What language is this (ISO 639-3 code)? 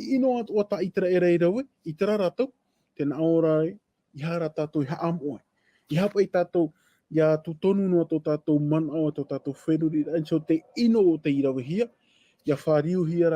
tah